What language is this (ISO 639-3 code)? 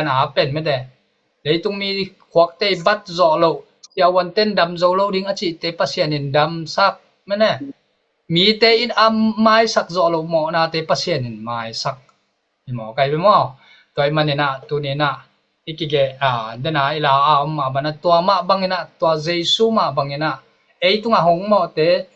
ctd